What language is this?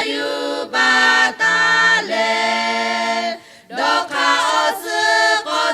Lahu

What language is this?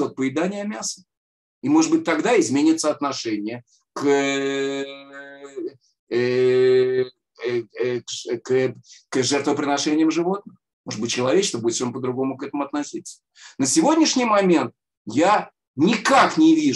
Russian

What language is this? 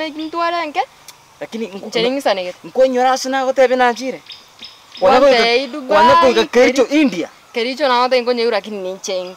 Gusii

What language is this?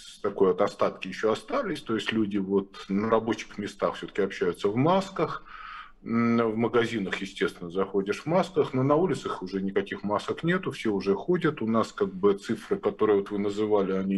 Russian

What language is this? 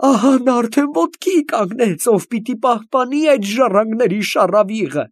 Armenian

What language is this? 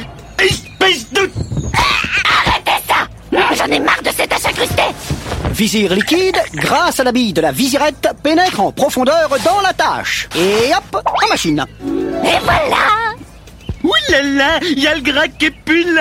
French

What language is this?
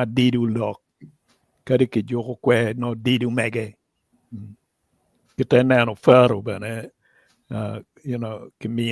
Acoli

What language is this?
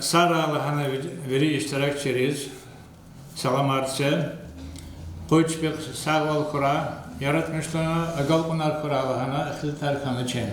Lezghian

